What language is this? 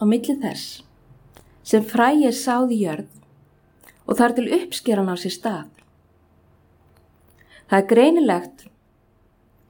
Icelandic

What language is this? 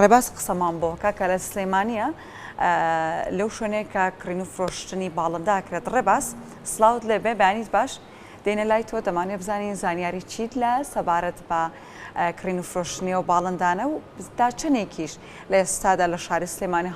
Central Kurdish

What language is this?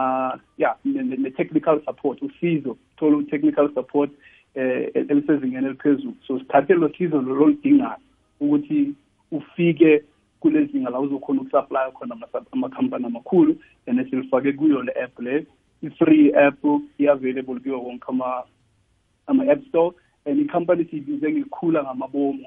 South Ndebele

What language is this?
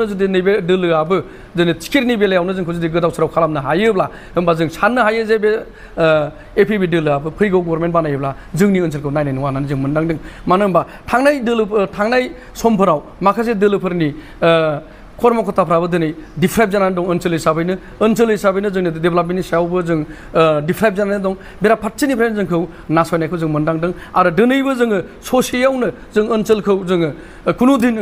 Bodo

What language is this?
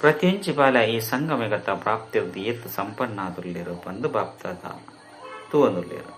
Tulu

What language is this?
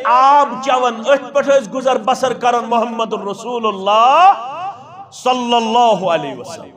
Kashmiri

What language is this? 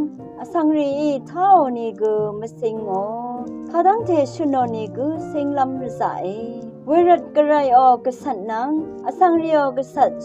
Rawang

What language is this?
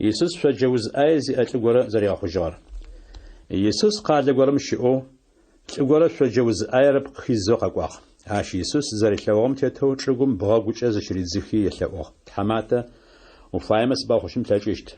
Adyghe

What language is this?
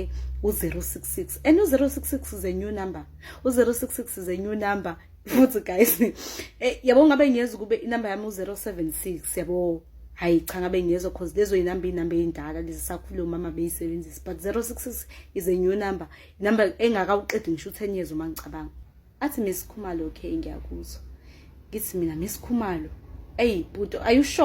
Zulu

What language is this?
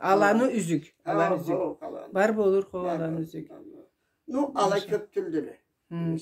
Karachay-Balkar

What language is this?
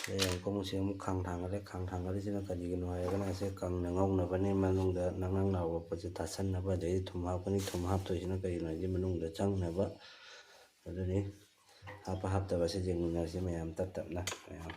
Manipuri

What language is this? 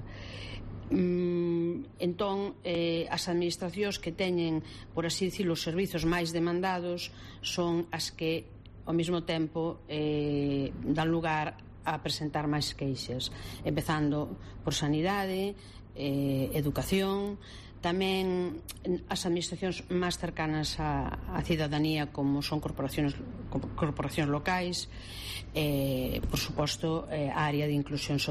Galician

